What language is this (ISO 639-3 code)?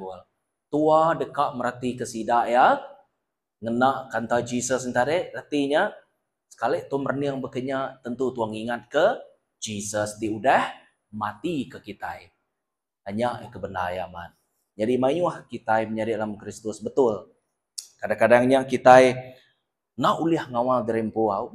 iba